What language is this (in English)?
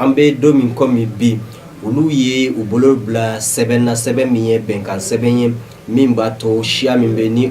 Bambara